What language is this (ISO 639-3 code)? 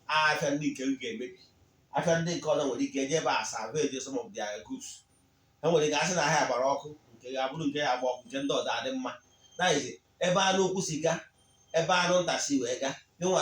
ibo